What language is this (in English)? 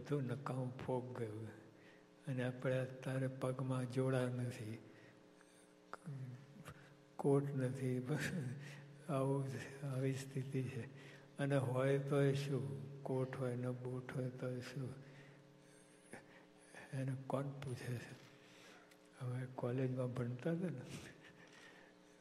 Gujarati